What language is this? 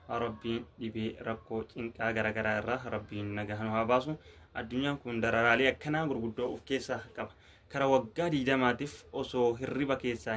Oromo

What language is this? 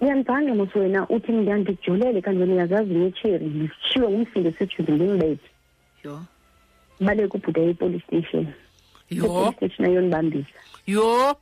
Xhosa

